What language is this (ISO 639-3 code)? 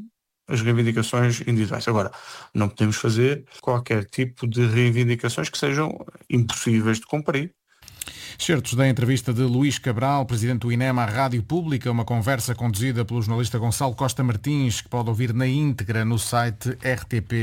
por